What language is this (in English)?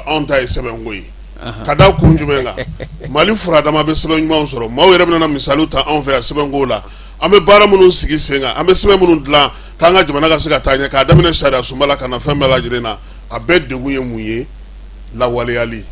Bambara